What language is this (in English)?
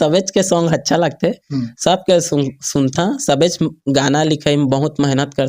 Chhattisgarhi